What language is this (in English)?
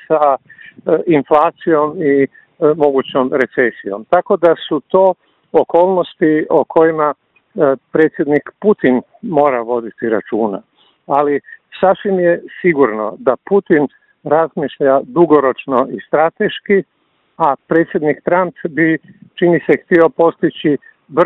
Croatian